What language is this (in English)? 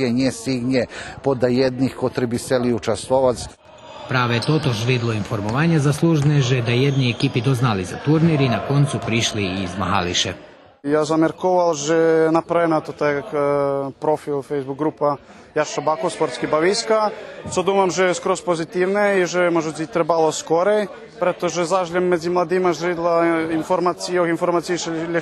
Rusyn